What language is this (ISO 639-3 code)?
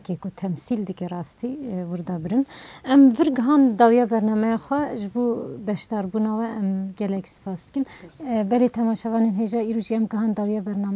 kur